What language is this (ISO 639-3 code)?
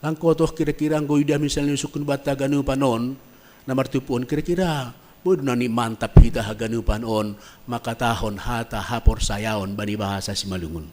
bts